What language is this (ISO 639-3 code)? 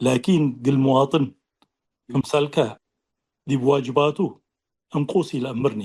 tig